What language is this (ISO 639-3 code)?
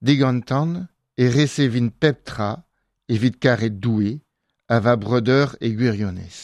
bre